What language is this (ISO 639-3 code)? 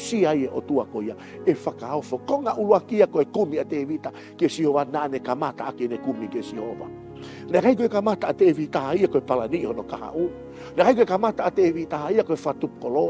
ton